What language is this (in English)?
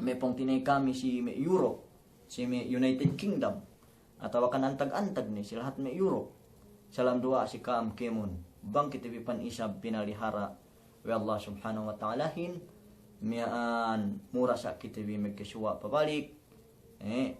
Yakan